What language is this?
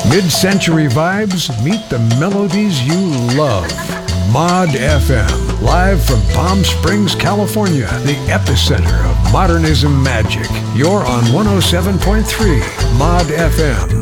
English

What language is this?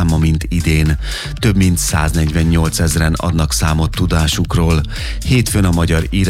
Hungarian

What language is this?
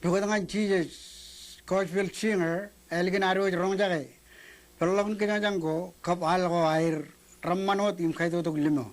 Marshallese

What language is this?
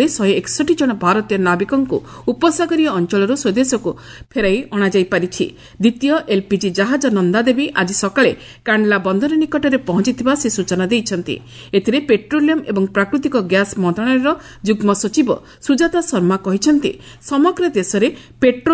Odia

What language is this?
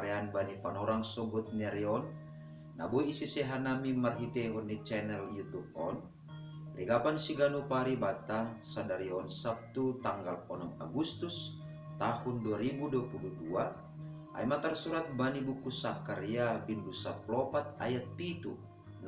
Batak Simalungun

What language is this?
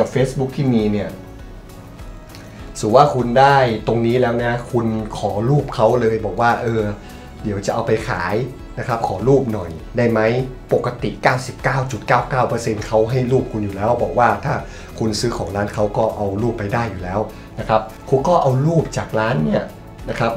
Thai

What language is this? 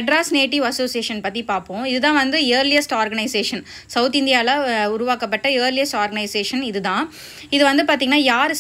Tamil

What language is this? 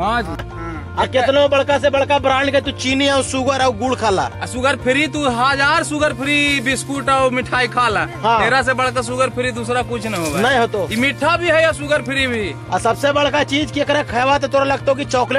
Magahi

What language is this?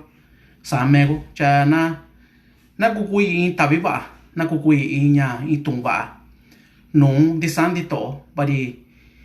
Mixtepec Mixtec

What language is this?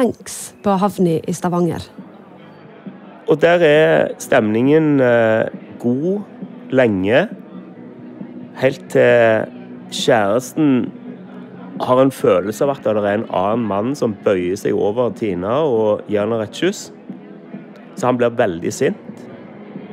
Norwegian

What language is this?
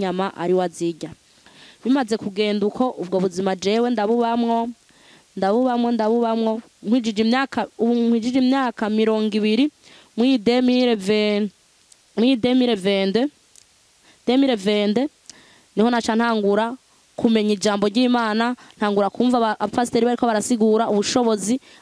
Rundi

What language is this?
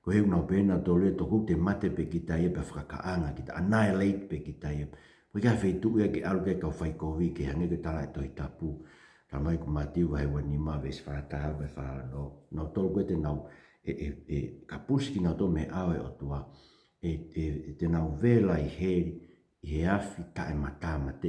Tongan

